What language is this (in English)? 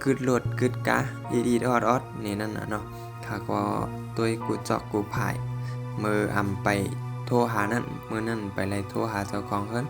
Shan